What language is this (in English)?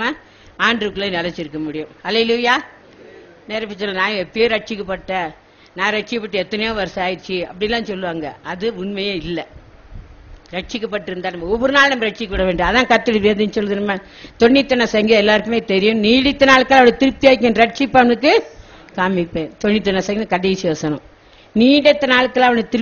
Tamil